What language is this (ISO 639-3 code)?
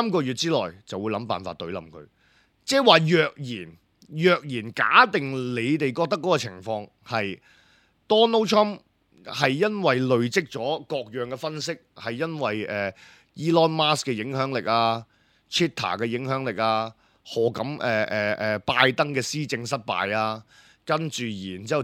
yue